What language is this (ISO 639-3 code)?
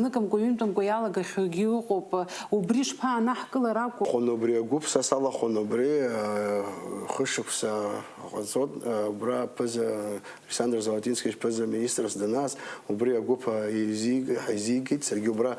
abk